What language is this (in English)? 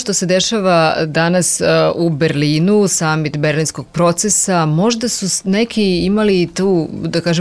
Serbian